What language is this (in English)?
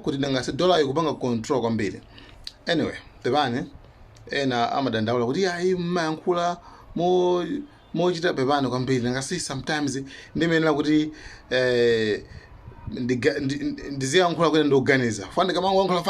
Nyanja